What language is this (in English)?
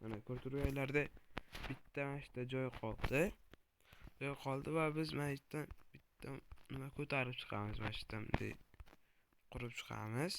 Uzbek